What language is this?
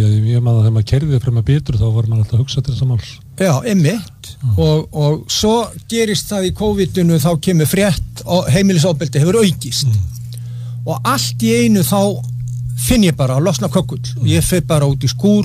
Icelandic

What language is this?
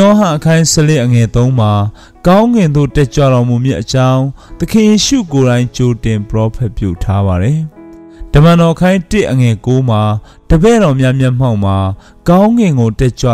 Burmese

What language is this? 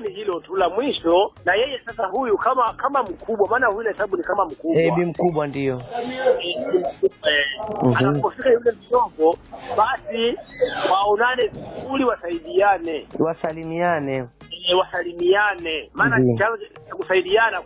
Swahili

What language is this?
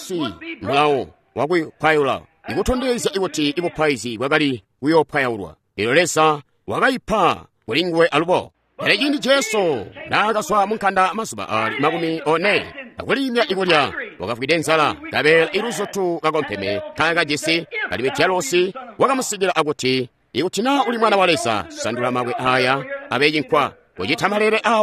Tonga (Zambia)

